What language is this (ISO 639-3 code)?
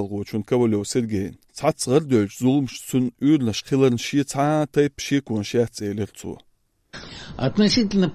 che